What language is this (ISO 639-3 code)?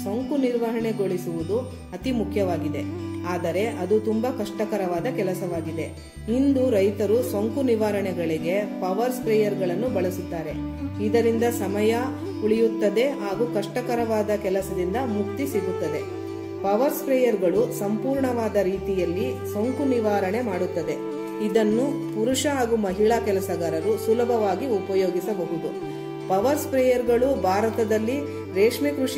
kan